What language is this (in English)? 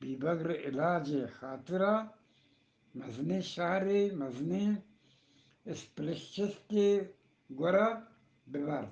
Eastern Balochi